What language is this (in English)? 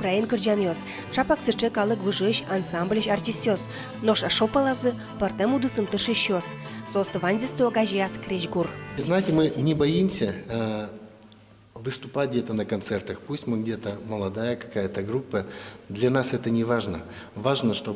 Udmurt